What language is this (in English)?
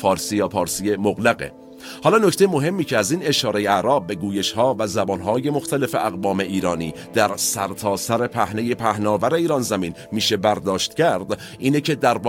Persian